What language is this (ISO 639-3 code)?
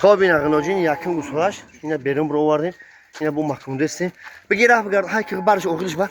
tgk